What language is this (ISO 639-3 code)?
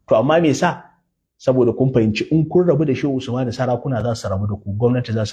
hau